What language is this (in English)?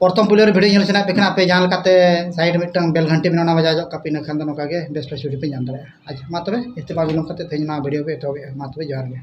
Santali